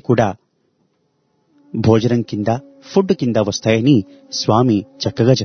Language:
Telugu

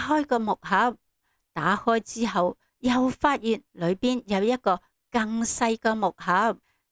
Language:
Cantonese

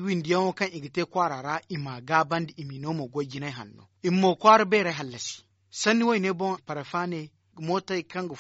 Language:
Zarma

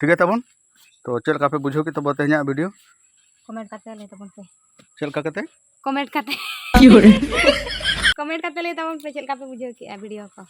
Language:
Santali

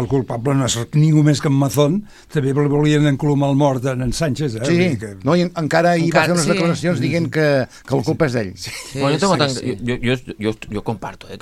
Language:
Catalan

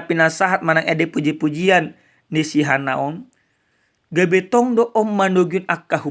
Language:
Batak Toba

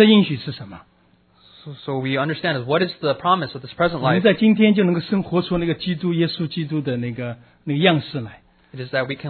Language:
Chinese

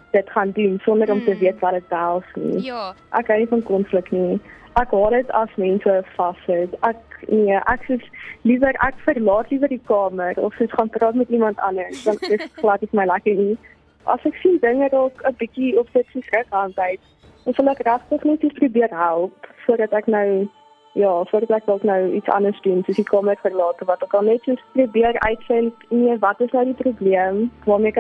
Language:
Afrikaans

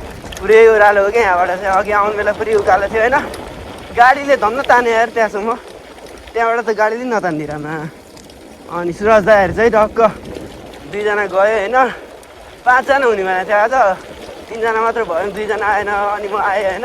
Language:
Nepali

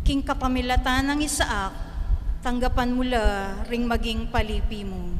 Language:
Pampanga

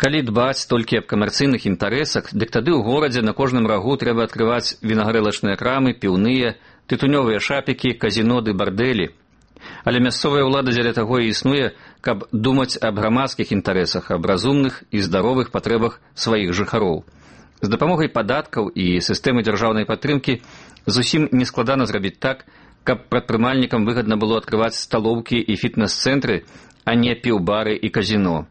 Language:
Belarusian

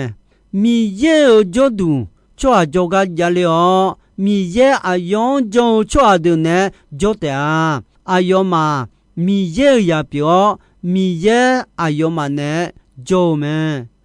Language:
Akha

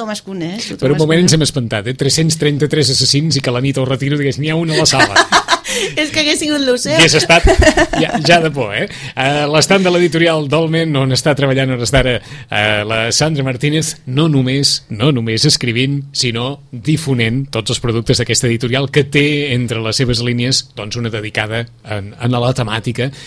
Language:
Catalan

